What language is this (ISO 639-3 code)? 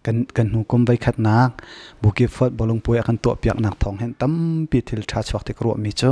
cnh